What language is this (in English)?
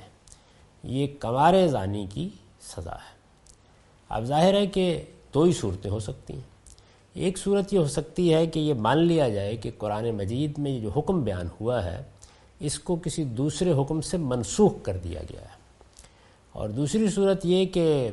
Urdu